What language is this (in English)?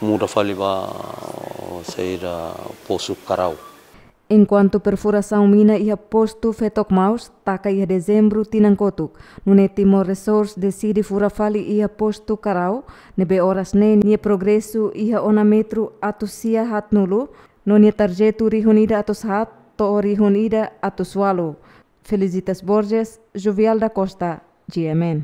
Tetum